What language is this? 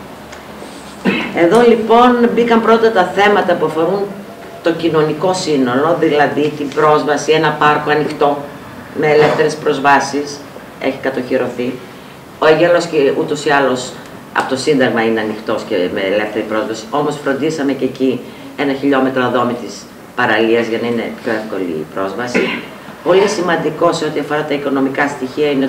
Greek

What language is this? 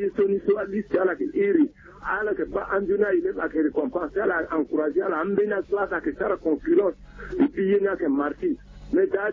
Sango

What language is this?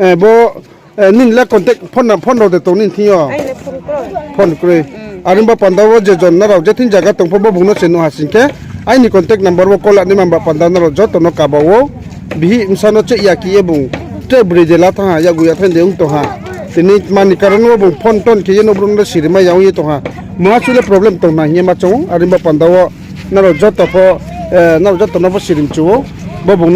Riang (India)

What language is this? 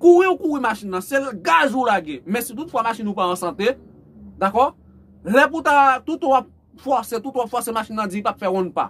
Haitian Creole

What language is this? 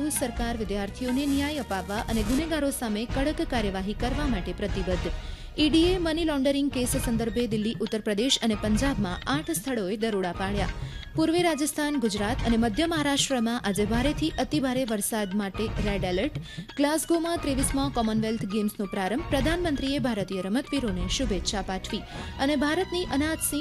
Gujarati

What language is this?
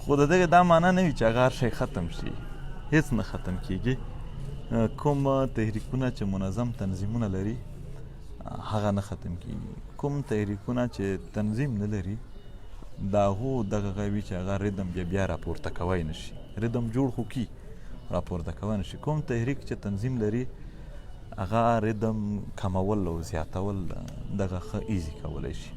Pashto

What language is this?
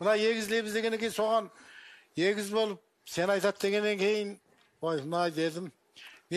Kazakh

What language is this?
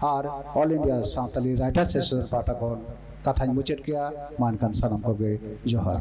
Santali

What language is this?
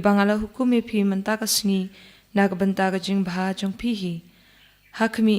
Khasi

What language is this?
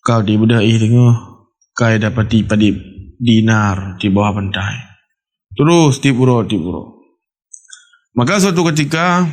Achinese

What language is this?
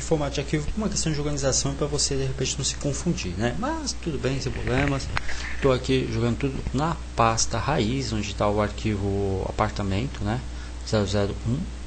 Portuguese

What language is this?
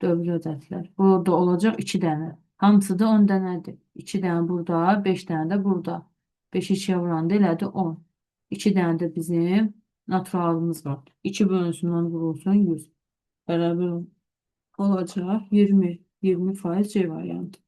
Azerbaijani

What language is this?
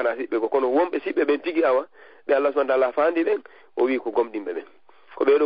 Fula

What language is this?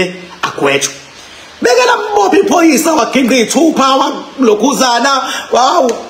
Zulu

